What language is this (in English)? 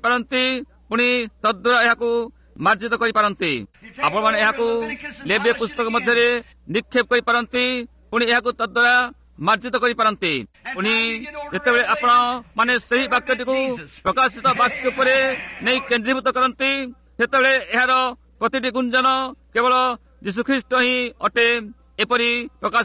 Odia